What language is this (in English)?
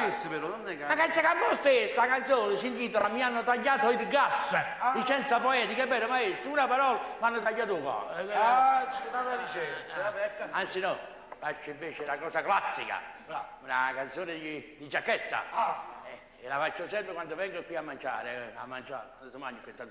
Neapolitan